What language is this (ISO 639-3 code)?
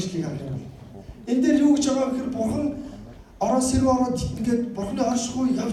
mon